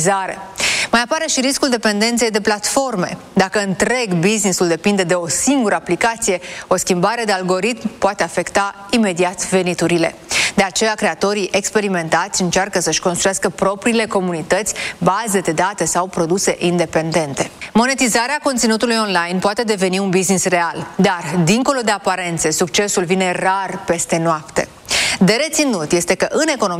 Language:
Romanian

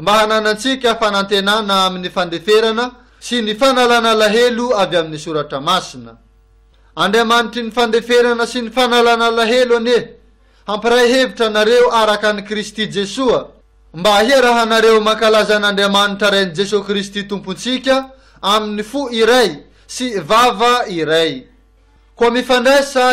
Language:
Malagasy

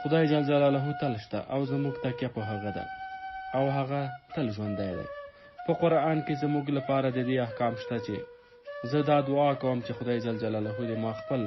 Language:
Pashto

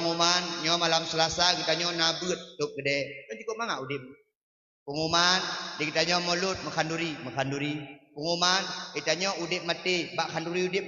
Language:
Achinese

